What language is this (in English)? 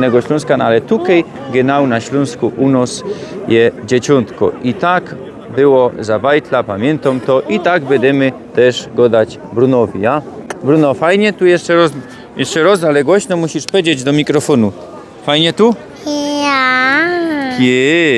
Silesian